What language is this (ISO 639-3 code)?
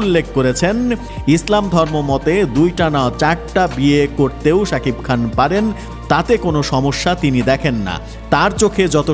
ben